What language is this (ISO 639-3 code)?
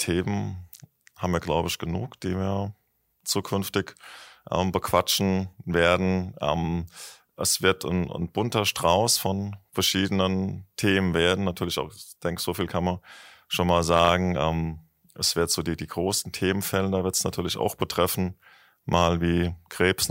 deu